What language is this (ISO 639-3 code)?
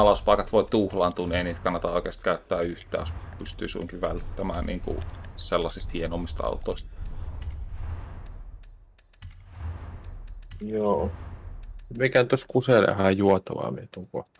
fin